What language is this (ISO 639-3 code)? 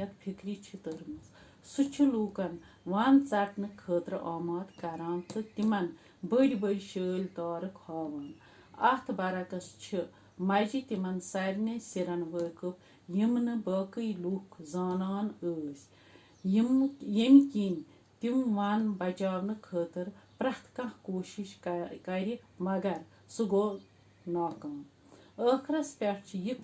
kas